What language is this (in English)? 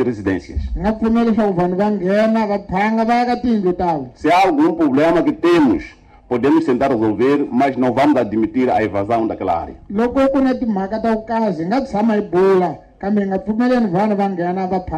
Tsonga